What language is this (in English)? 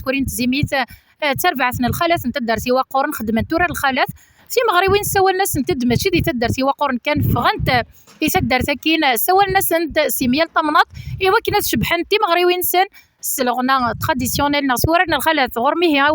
Kabyle